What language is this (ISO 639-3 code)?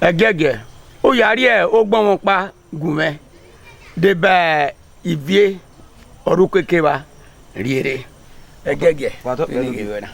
bin